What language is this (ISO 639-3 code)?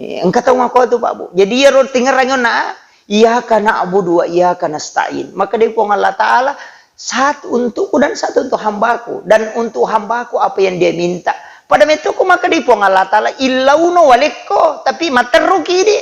bug